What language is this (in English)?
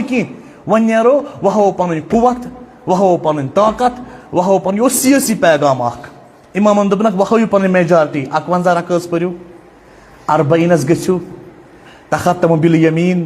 Kashmiri